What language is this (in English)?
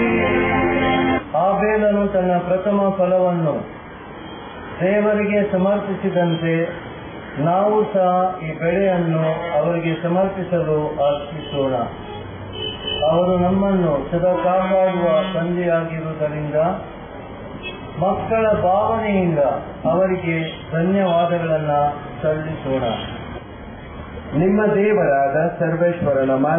Kannada